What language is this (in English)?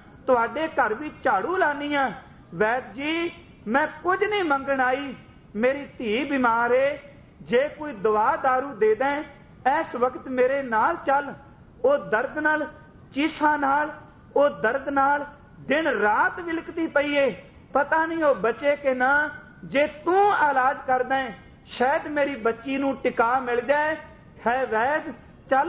Punjabi